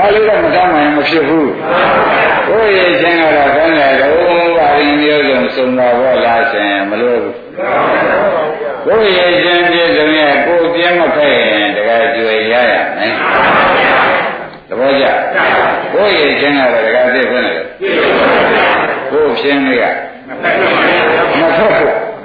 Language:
Burmese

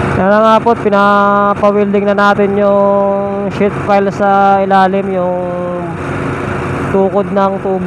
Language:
Filipino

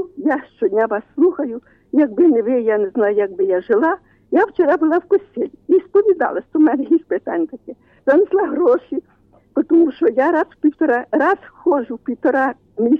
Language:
Ukrainian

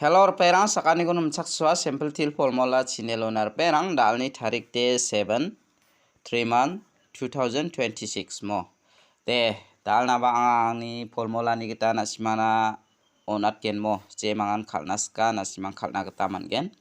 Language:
Garo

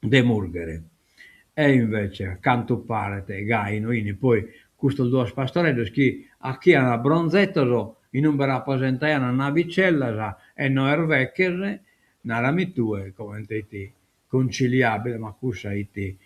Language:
Sardinian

